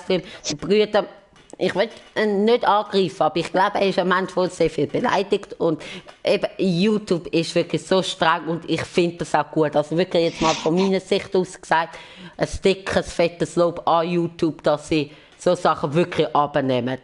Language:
Swiss German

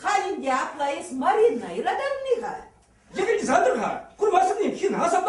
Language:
Chuvash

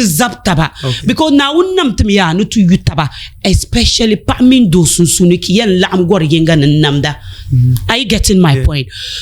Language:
Dagbani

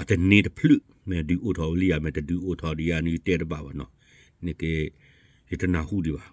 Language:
S'gaw Karen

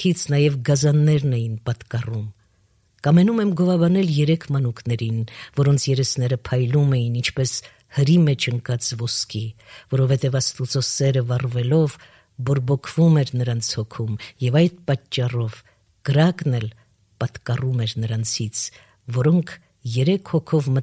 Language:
Armenian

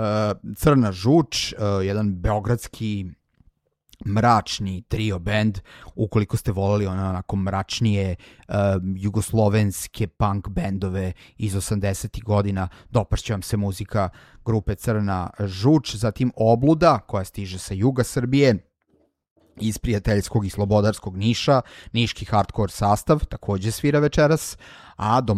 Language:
Serbian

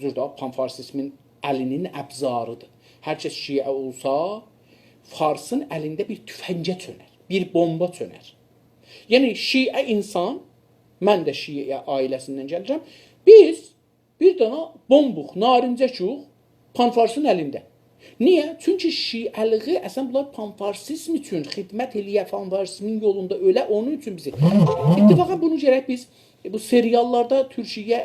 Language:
South Azerbaijani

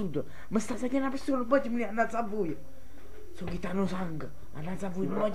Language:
Neapolitan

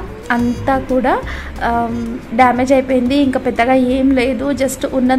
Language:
Telugu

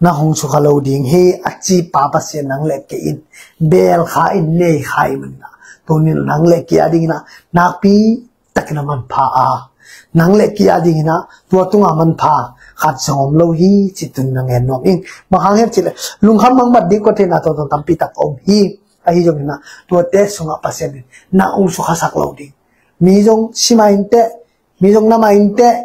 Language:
Tedim Chin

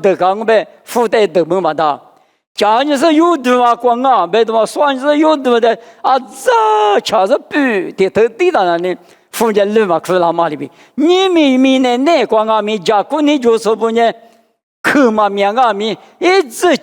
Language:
Lisu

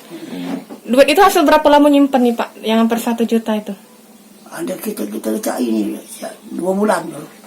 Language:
Musi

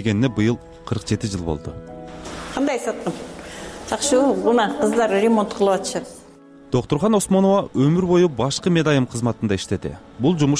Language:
Kyrgyz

